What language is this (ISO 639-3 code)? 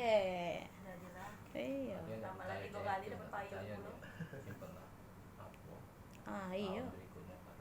mui